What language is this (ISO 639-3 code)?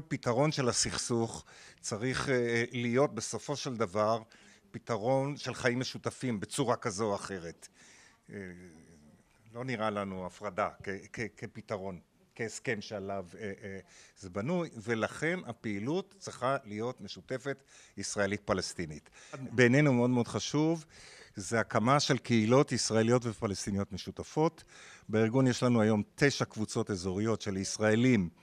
heb